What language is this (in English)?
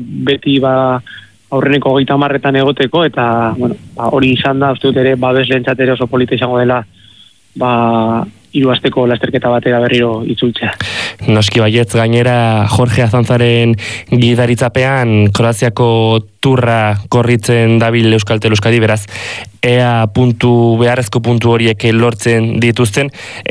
Basque